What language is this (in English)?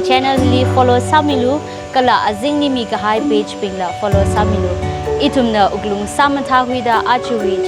Tangkhul Naga (India)